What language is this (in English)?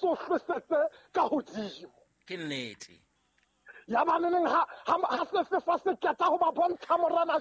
Southern Sotho